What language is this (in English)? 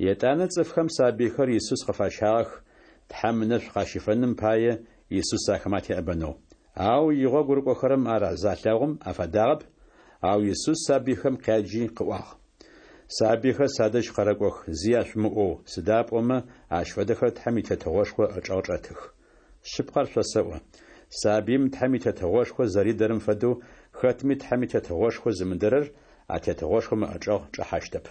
Adyghe